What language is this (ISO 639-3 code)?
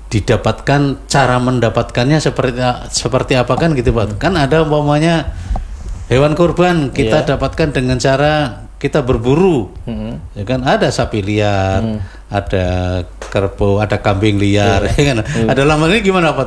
ind